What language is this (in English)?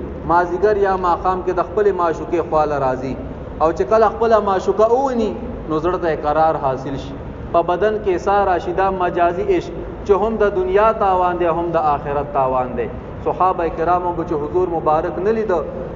Pashto